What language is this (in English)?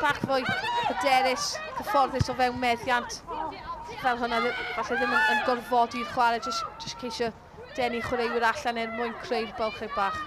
Welsh